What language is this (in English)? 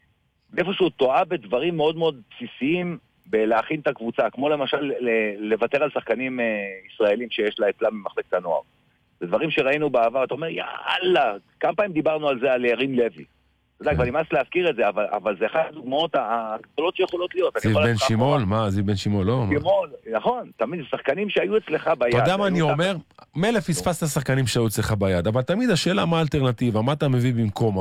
Hebrew